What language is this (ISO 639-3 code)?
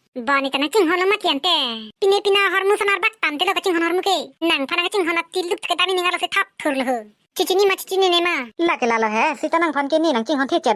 mjw